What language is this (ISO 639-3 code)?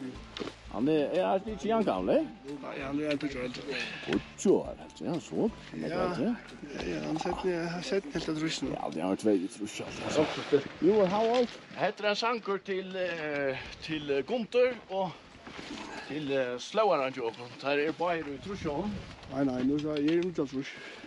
fao